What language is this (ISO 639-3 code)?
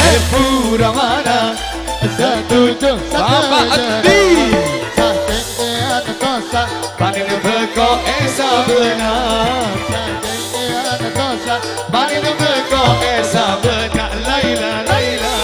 mad